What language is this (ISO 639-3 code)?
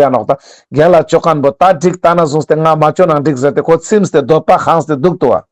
lbj